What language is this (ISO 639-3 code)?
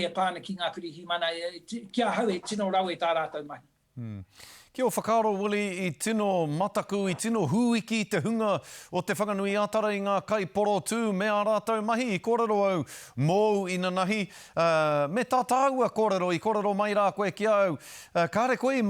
mri